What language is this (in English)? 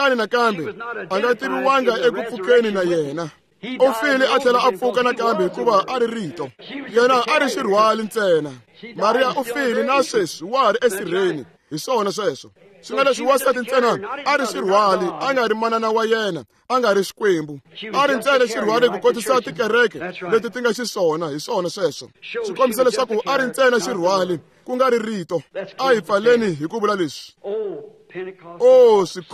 Tsonga